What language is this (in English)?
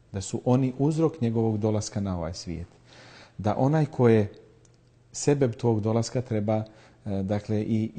Bosnian